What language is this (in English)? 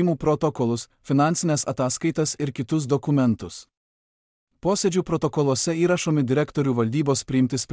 Lithuanian